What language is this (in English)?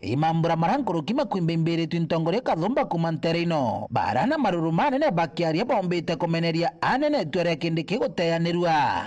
Meru